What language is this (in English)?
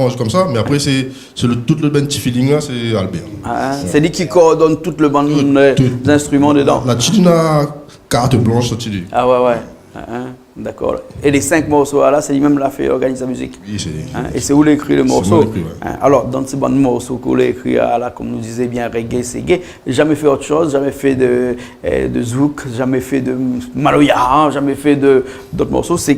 Réunion Creole French